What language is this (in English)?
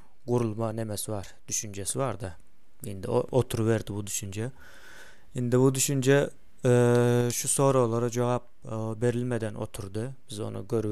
Turkmen